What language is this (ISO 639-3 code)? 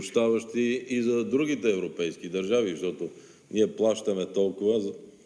bul